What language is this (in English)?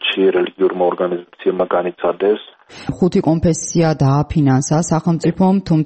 Georgian